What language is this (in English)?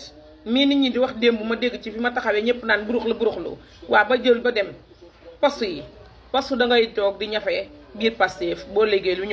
Wolof